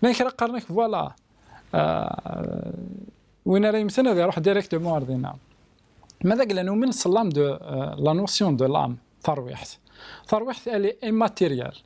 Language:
Kabyle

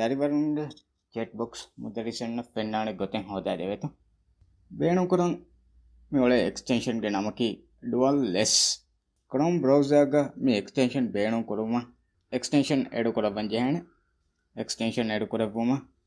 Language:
Divehi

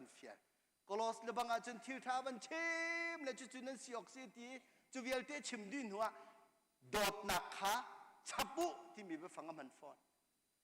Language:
Hakha Chin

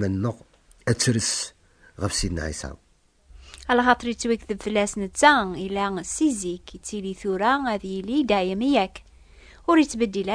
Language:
Kabyle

